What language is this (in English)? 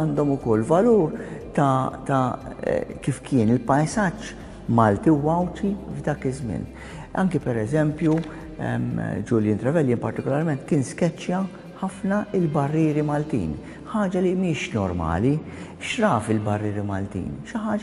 Maltese